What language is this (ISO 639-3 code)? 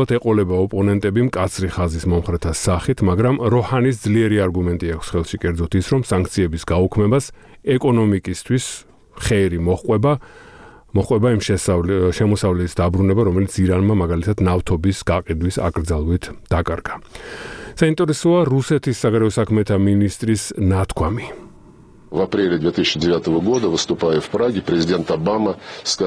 kat